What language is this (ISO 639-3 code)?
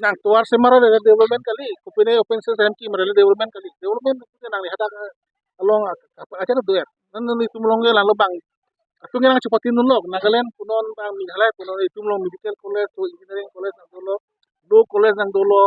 mjw